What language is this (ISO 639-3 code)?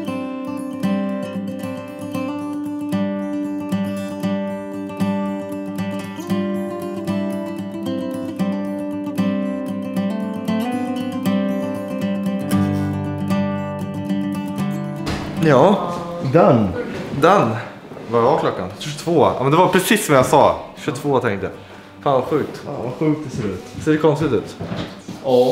swe